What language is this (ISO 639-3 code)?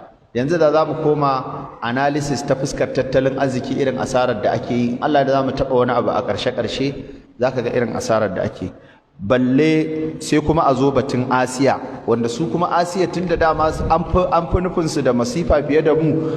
hau